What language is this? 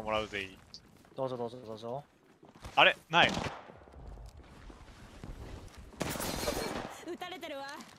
Japanese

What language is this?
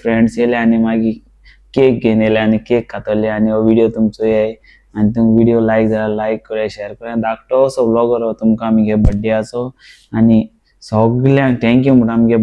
Konkani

